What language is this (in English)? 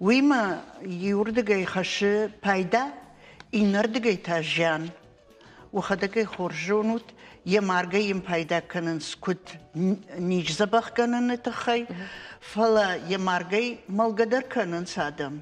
Ossetic